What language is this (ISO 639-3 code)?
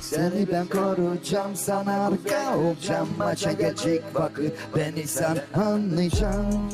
gag